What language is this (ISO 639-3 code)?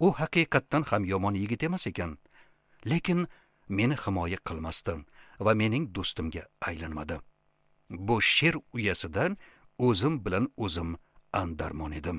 uzb